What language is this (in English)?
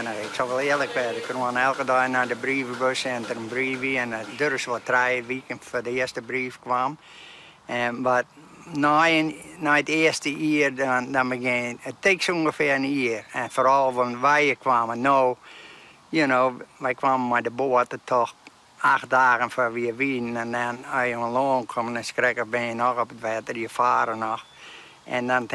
Western Frisian